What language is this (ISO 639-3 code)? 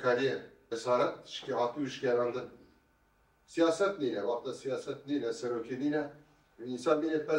kur